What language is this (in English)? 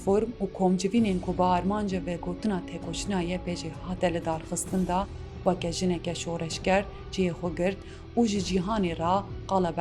Kurdish